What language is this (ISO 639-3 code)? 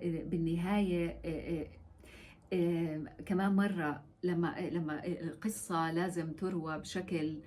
apc